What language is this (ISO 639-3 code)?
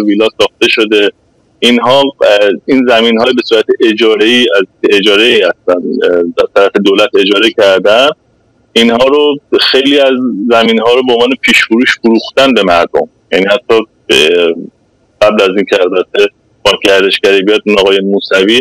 fas